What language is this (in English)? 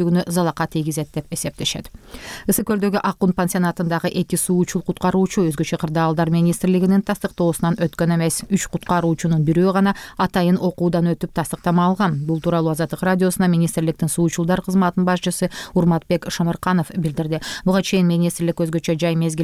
Kyrgyz